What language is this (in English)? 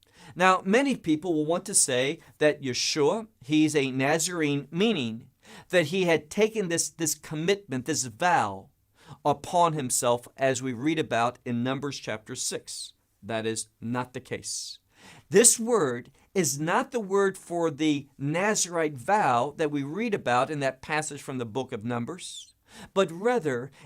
English